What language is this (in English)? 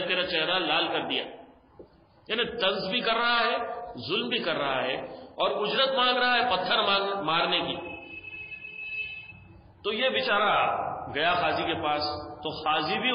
Urdu